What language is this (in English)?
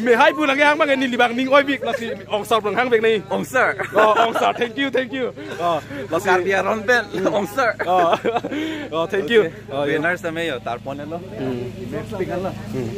Karbi